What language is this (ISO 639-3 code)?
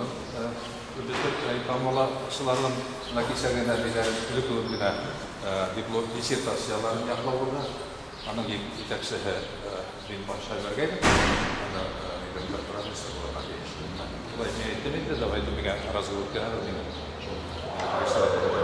bak